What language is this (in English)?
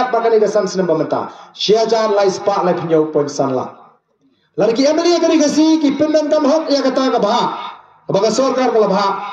Khasi